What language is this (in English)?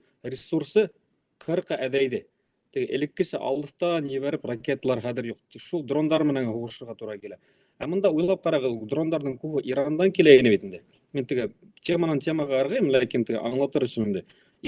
Bashkir